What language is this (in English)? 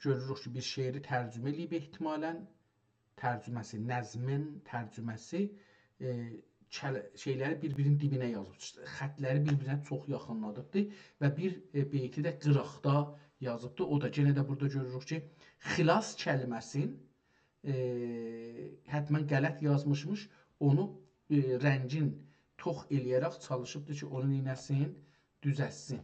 South Azerbaijani